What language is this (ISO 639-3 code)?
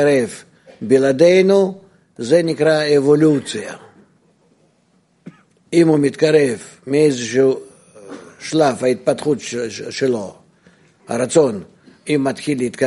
heb